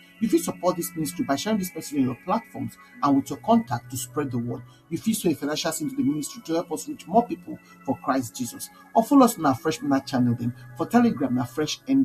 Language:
Nigerian Pidgin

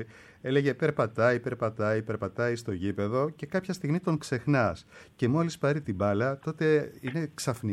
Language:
Greek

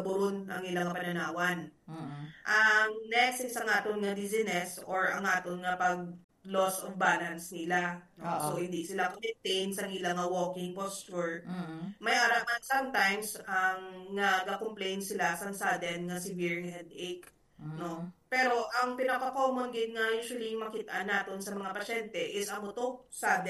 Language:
Hiligaynon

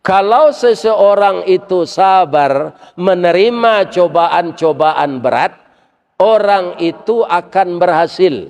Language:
Minangkabau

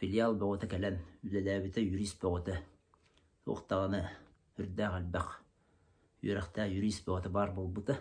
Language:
Yakut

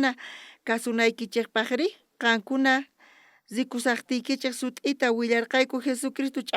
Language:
South Bolivian Quechua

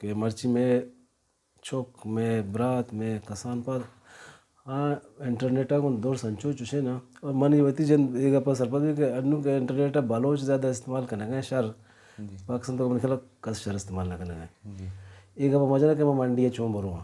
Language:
Baluchi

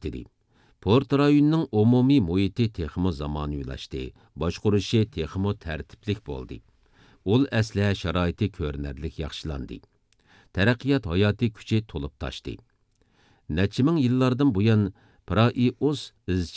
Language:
Uyghur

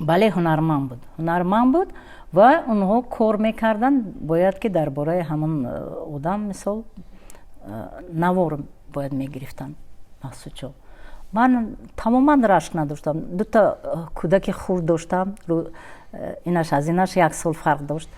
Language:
Tajik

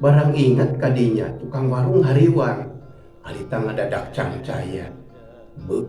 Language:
Sundanese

